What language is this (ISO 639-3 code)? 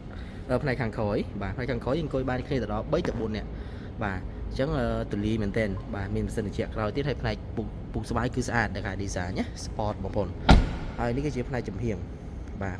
khm